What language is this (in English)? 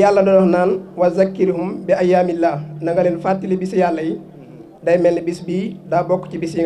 Wolof